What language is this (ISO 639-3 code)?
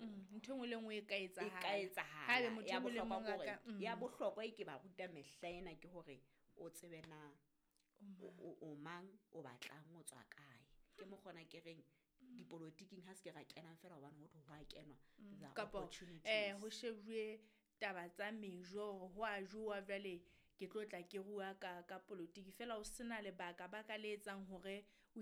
sot